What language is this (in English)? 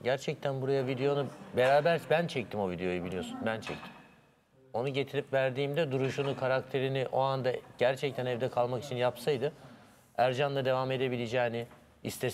Turkish